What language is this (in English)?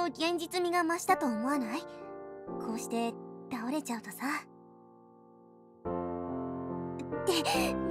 Japanese